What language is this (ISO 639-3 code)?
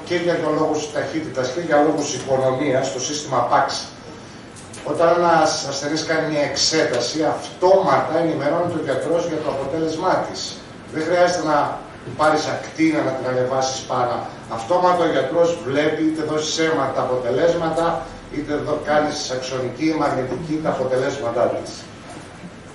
ell